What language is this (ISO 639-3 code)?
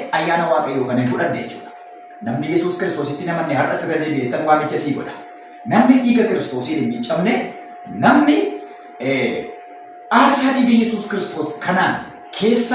orm